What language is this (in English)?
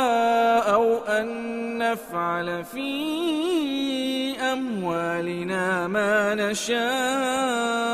Arabic